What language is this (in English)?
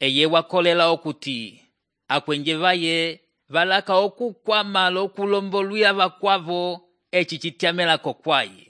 Umbundu